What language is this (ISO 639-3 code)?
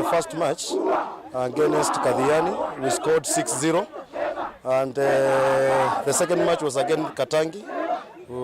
kam